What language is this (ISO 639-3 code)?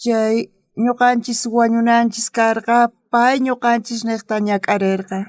quh